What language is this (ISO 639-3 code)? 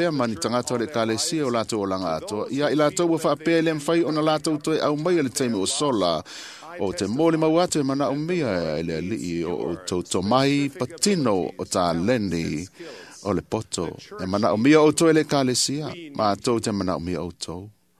smo